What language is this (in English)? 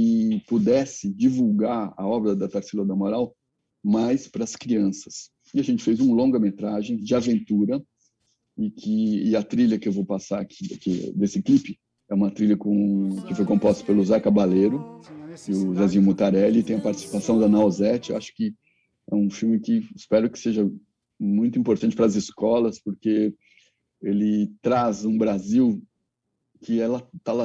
Portuguese